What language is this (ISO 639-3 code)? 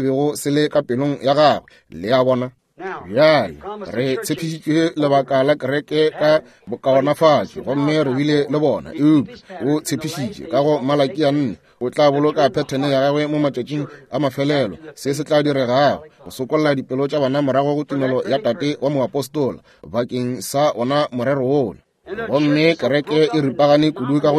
nso